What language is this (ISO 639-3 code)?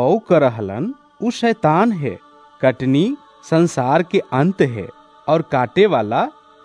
bho